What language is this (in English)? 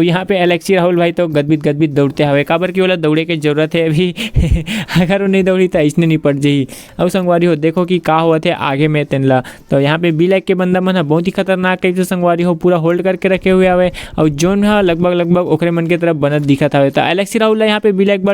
Chhattisgarhi